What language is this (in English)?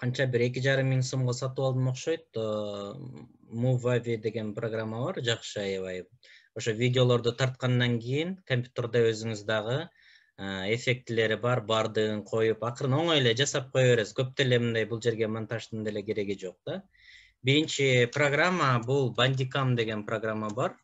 Kyrgyz